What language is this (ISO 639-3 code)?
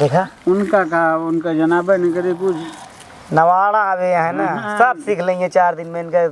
awa